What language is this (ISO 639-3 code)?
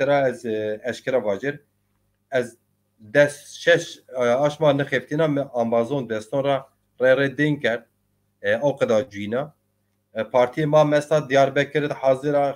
zza